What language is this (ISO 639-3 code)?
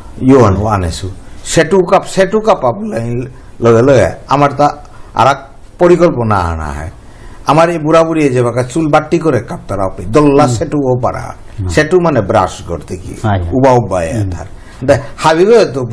bpy